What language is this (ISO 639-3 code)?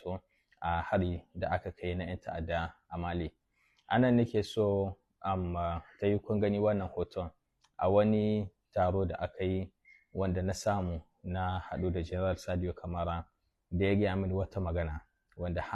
hau